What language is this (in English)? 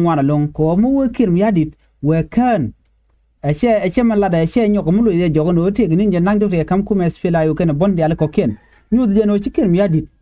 Nuer